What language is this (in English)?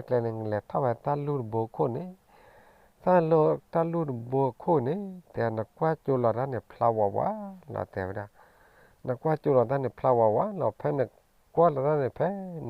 S'gaw Karen